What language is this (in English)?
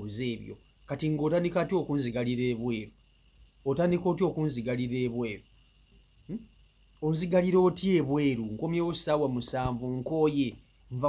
Ganda